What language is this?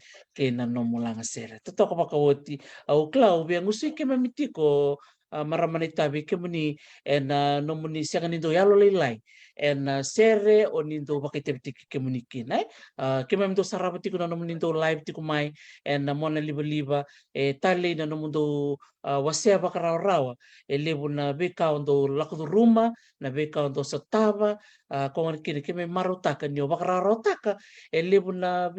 Fijian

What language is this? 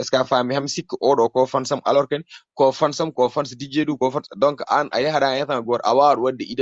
Fula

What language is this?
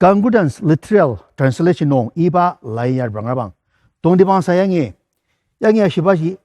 Ao Naga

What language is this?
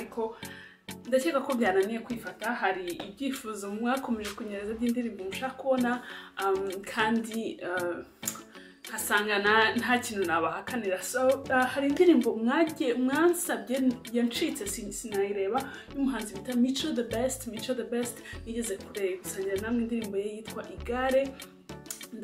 Kinyarwanda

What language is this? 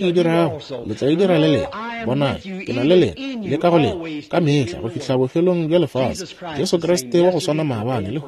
Northern Sotho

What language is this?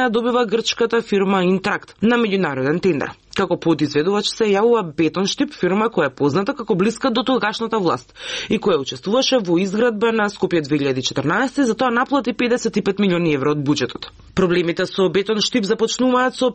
Macedonian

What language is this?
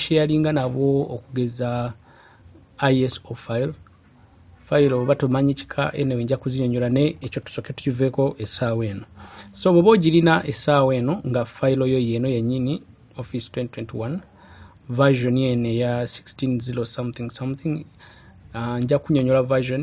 Ganda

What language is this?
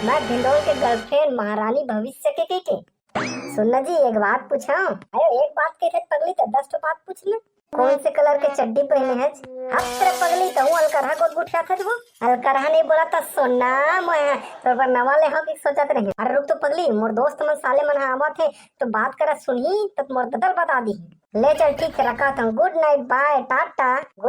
Chhattisgarhi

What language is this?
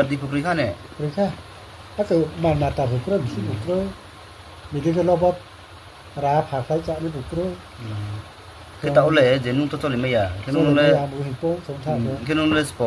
Riang (India)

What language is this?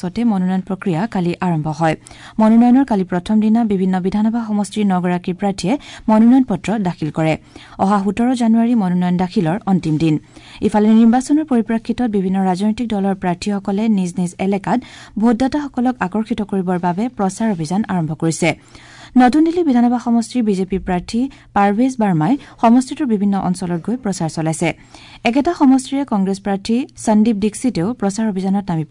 Assamese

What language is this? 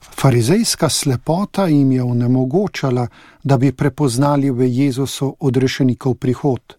Slovenian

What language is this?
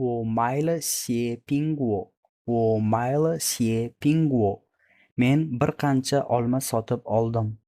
Uzbek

